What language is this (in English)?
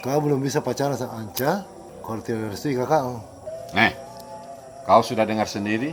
Makassar Malay